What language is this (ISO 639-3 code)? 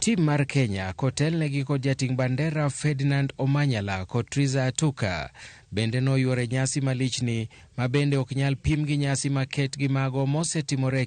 luo